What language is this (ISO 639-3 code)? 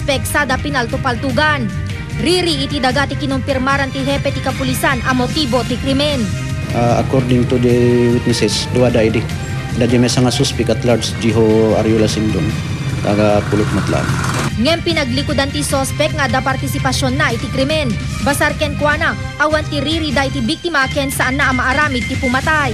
ilo